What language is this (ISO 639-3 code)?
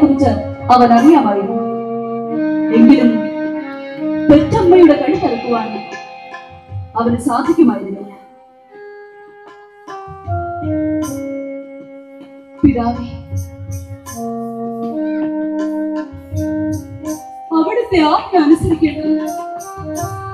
mal